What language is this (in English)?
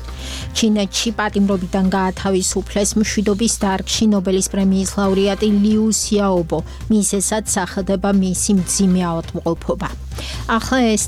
Georgian